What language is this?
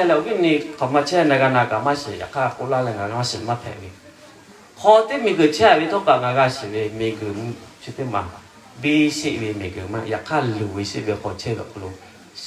Lahu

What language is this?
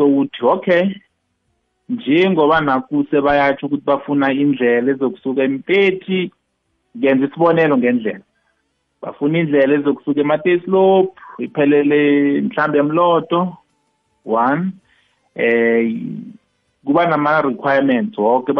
South Ndebele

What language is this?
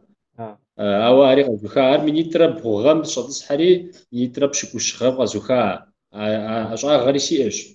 Kabardian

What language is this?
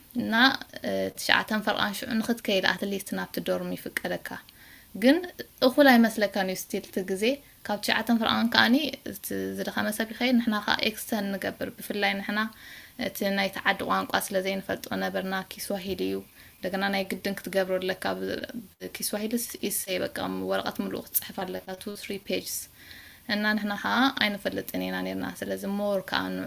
Tigrinya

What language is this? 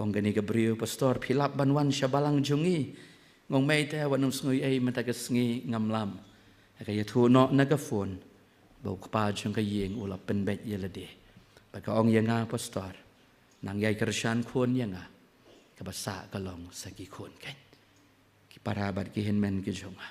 Khasi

